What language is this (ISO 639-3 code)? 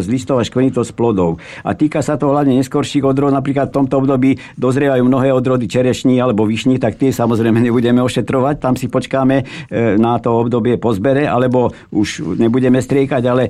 slk